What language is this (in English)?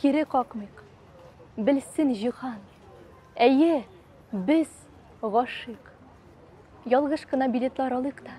Tatar